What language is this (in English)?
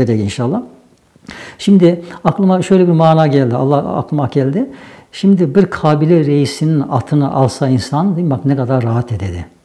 Nogai